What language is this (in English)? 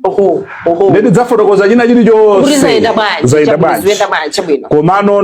Nyanja